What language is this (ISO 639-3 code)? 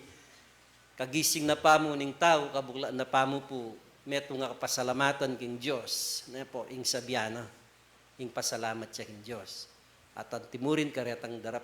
pam